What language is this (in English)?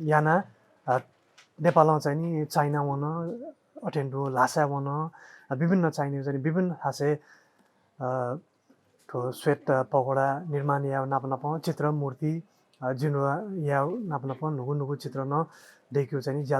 Newari